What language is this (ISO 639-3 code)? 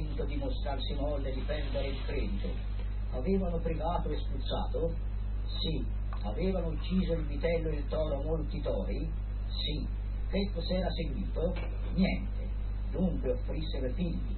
ita